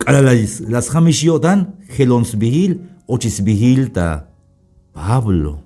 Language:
Tzeltal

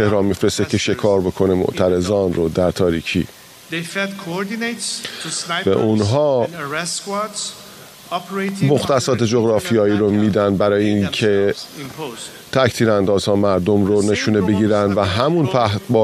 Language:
Persian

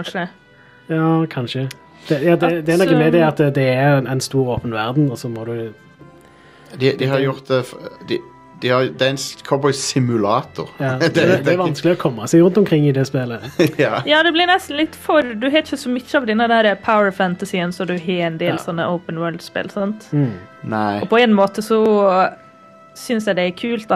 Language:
Norwegian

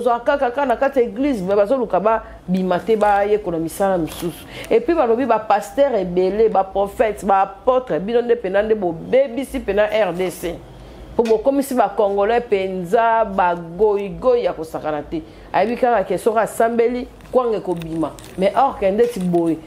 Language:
Lingala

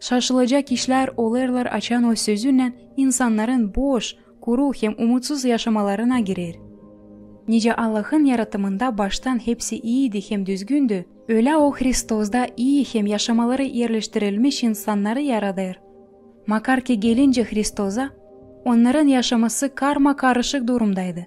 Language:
Gagauz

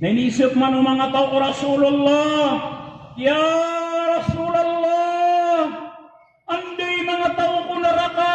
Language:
Maranao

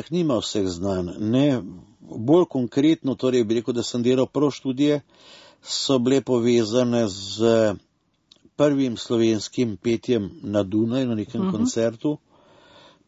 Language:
Slovenian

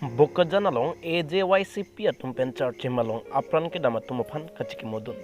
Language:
Karbi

